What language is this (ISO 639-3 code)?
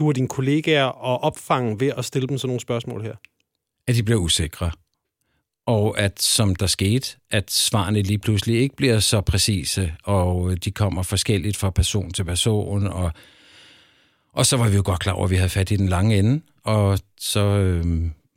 dan